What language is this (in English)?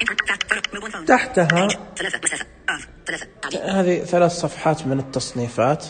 Najdi Arabic